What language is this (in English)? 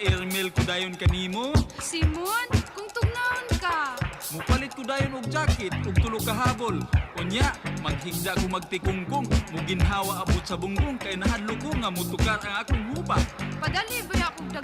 Cebuano